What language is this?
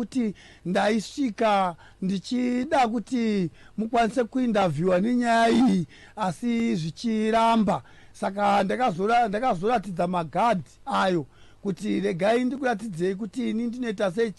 Shona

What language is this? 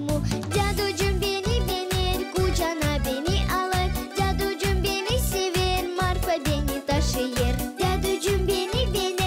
Gagauz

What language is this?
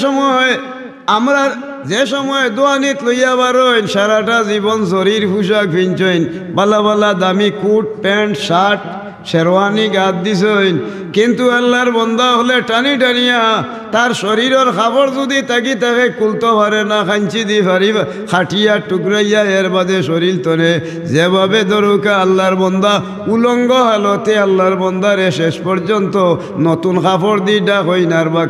Sylheti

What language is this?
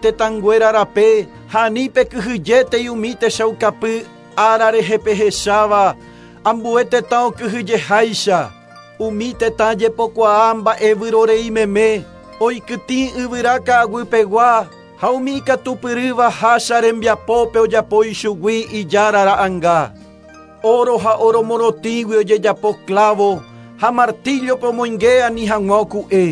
Guarani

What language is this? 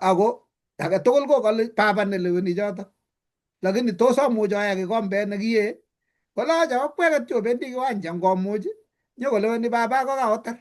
Kalenjin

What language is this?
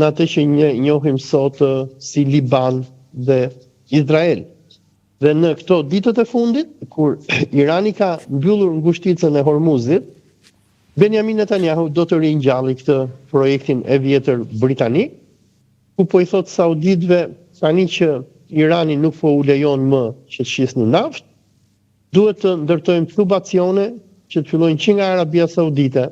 Albanian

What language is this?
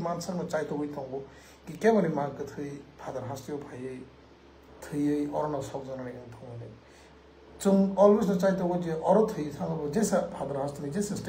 Riang (India)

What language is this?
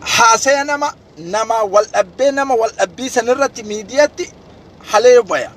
Oromo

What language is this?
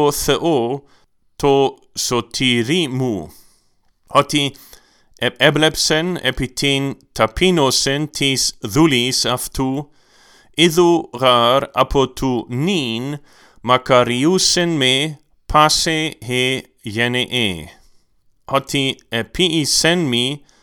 Greek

